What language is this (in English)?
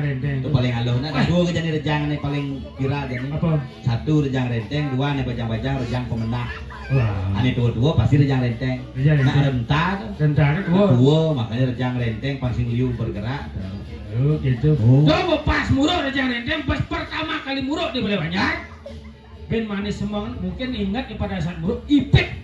Balinese